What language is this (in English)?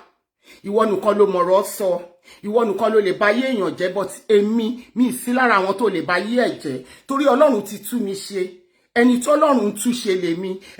Yoruba